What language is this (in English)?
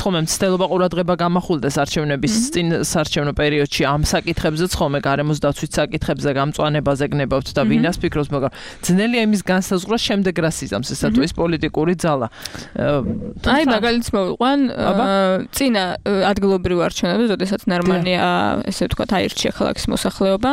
Georgian